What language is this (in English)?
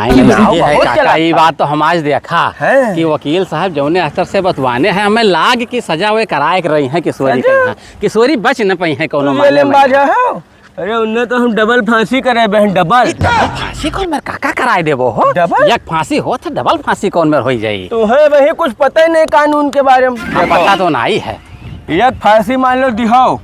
Awadhi